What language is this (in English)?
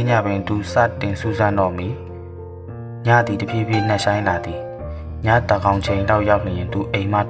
Burmese